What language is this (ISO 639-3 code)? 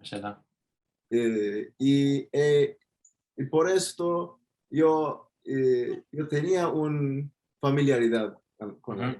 lad